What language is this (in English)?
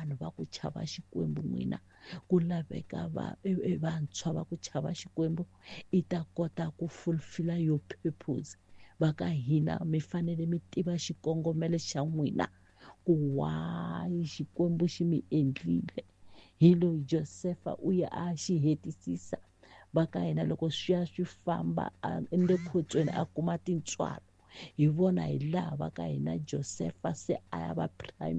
Tsonga